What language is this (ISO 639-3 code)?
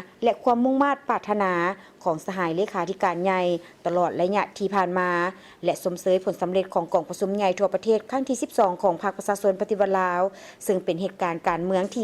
lao